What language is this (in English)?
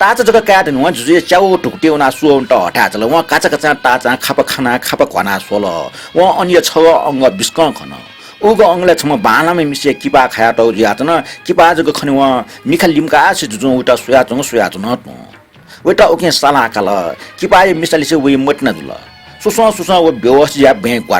Newari